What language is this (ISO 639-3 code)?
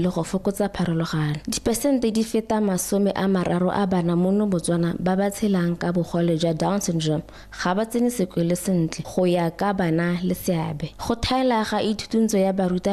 tsn